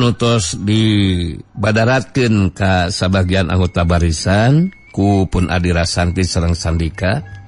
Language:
Sundanese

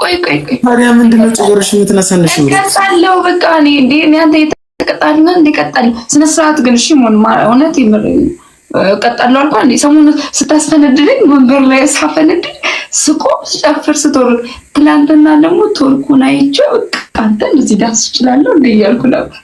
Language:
Amharic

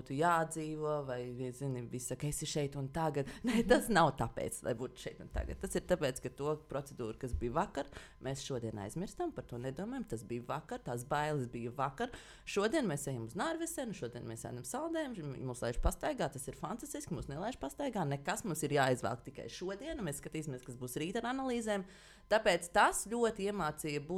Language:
Latvian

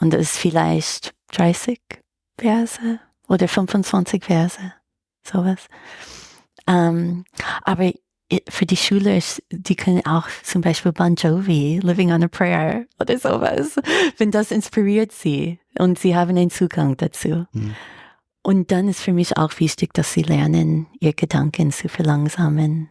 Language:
Swiss German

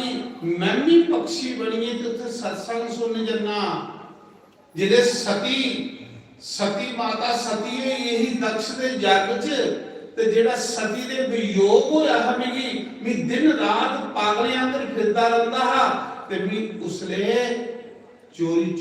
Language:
Dogri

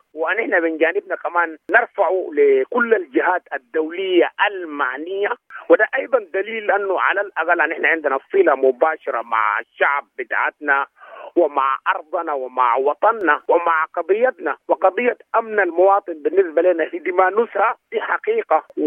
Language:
Sudanese Arabic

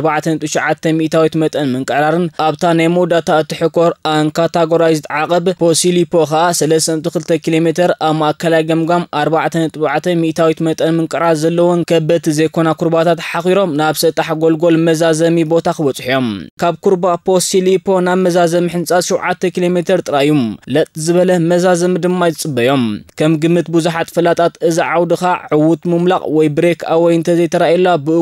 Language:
Tigrinya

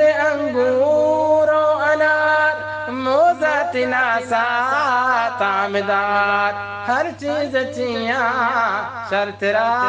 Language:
Eastern Balochi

